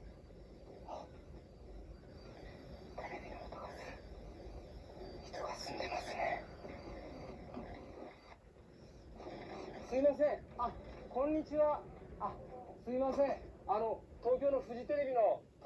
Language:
Japanese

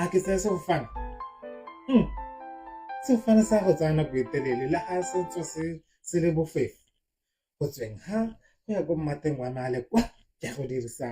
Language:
Tswana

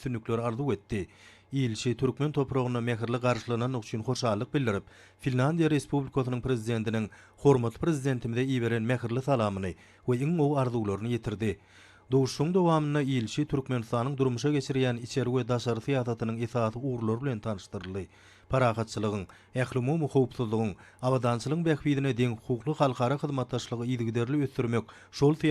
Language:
Turkmen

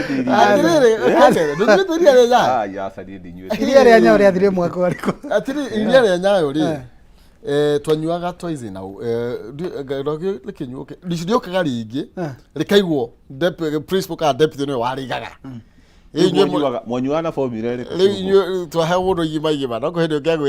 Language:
Kikuyu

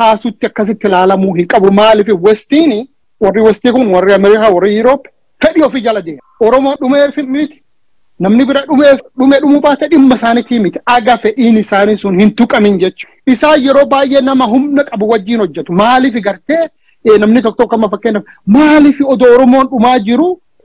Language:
Oromo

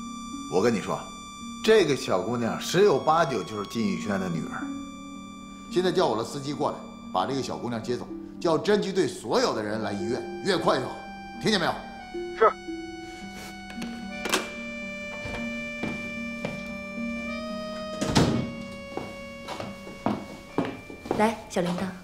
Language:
Chinese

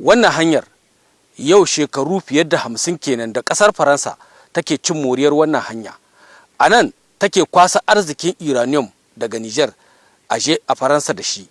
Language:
Hausa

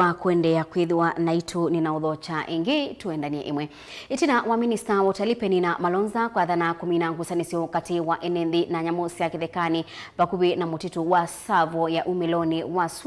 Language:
Kamba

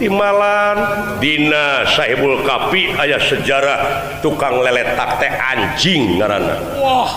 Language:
Sundanese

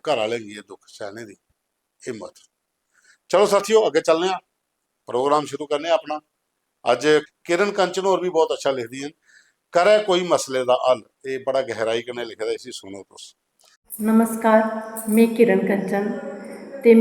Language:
Dogri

